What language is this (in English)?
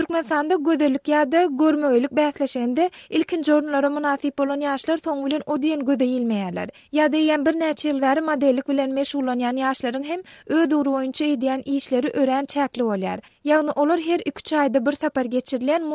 Turkmen